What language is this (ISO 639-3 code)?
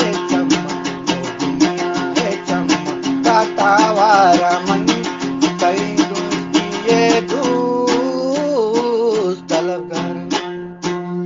bgp